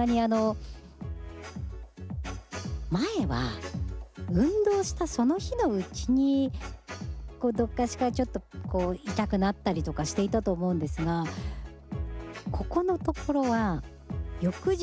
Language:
Japanese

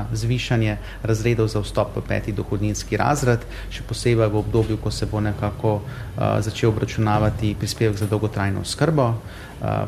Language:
Slovenian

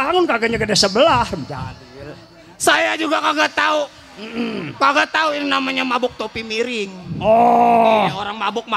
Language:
Betawi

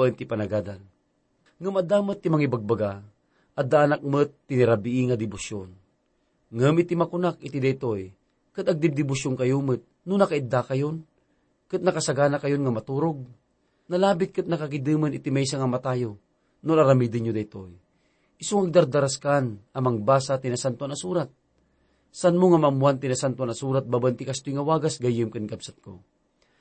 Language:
Iloko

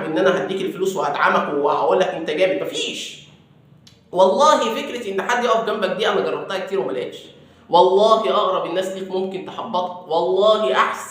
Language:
Egyptian Arabic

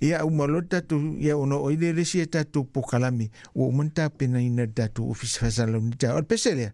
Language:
Samoan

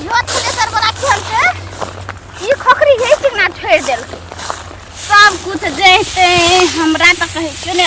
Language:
Maithili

